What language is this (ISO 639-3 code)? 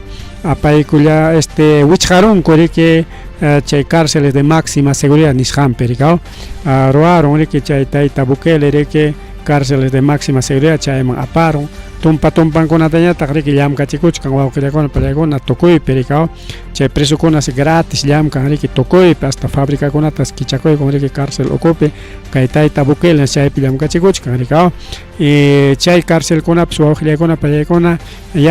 quy